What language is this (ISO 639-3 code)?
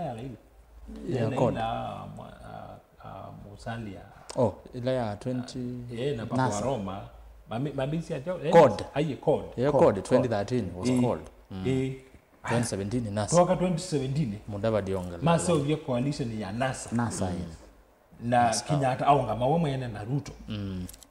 kam